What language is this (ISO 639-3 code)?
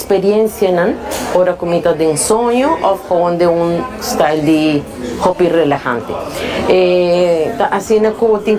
pap